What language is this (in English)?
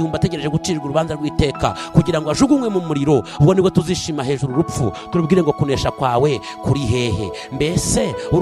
Kinyarwanda